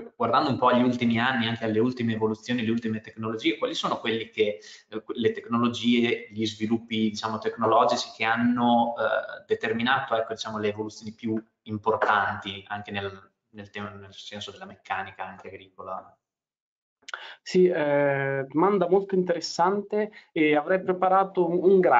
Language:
Italian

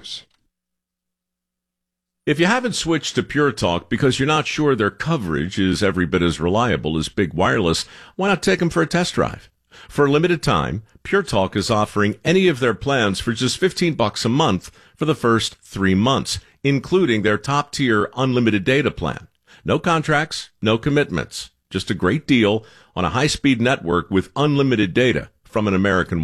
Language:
English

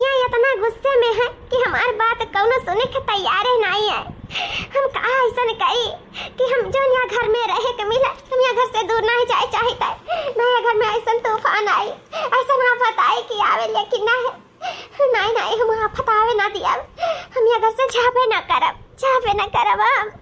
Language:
Awadhi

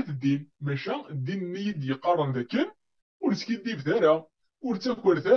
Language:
Kabyle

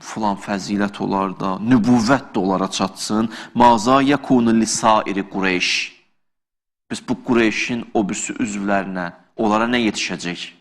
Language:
Azerbaijani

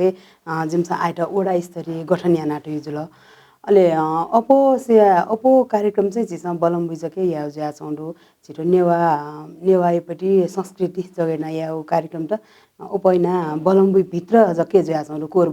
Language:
Newari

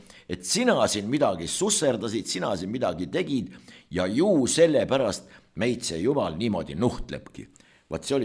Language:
Estonian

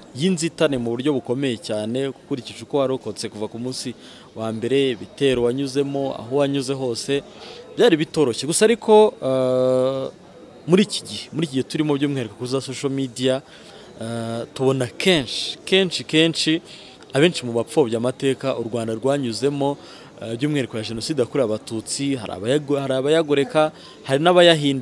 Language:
Kinyarwanda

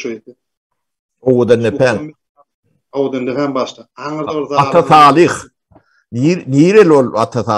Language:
Turkmen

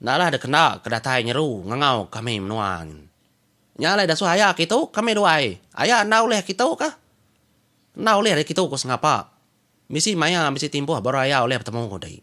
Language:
Iban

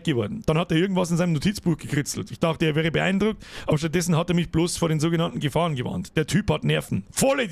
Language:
Bavarian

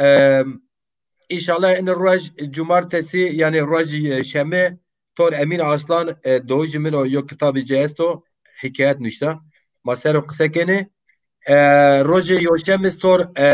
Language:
Zaza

